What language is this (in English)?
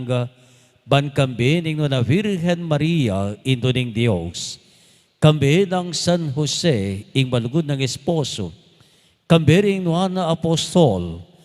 Pampanga